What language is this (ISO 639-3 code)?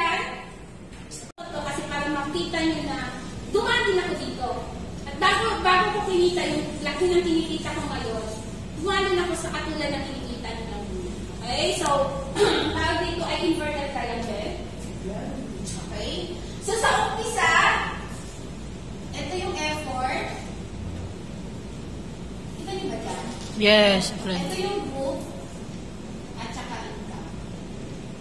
fil